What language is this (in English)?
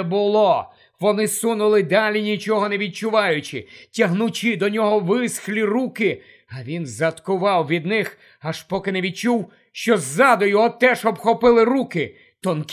Ukrainian